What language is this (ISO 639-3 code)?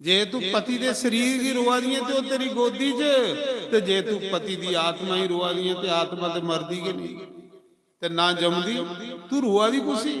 doi